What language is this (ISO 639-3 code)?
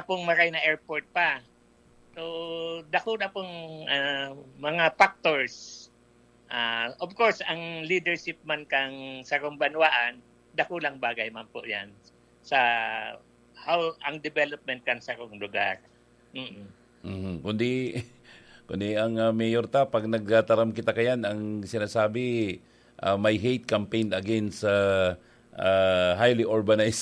bik